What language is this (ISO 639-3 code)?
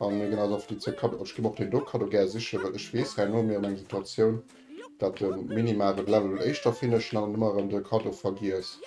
ltz